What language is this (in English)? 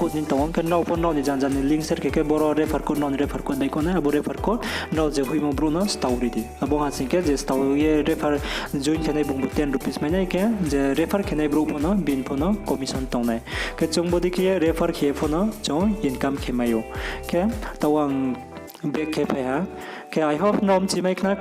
Riang (India)